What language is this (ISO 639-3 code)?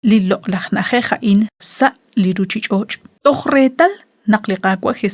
kek